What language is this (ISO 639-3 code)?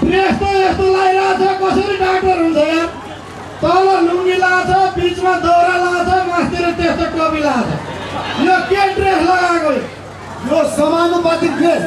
nep